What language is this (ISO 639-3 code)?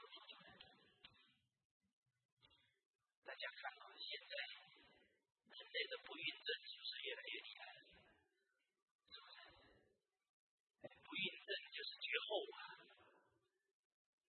zho